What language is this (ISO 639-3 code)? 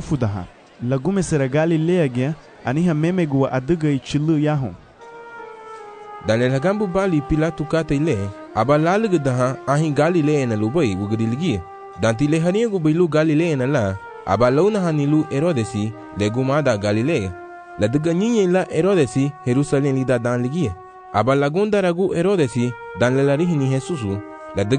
cab